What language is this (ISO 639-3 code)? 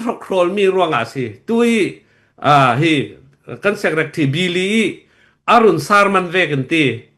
cfm